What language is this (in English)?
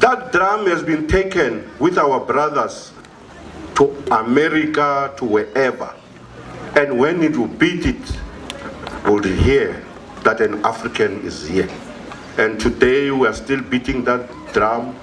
Venda